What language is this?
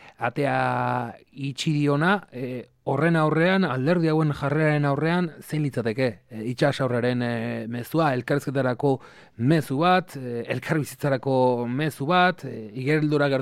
Basque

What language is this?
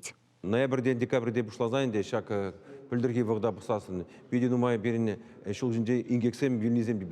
Chuvash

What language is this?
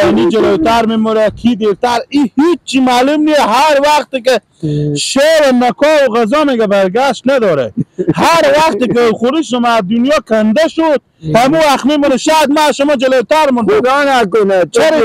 Persian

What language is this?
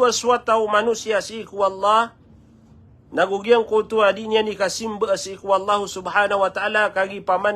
Maranao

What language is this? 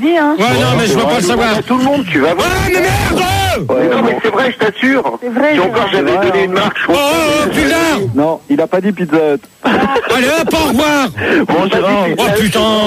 French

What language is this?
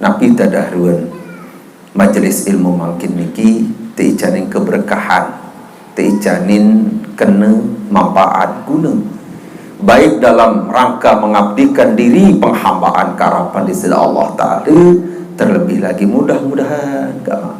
Sasak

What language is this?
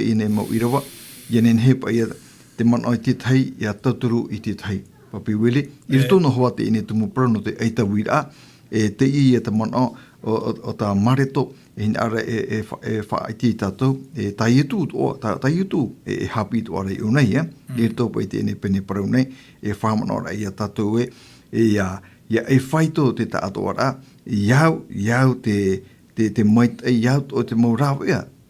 Tahitian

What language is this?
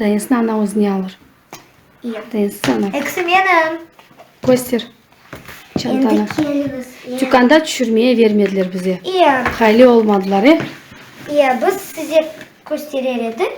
Crimean Tatar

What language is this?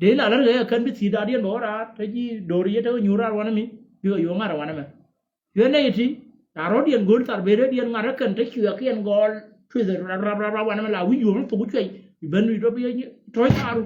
Nuer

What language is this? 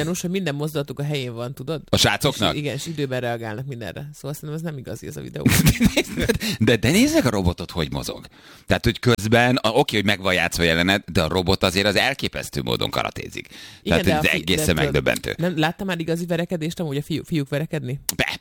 Hungarian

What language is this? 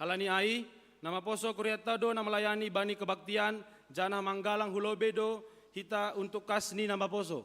Batak Simalungun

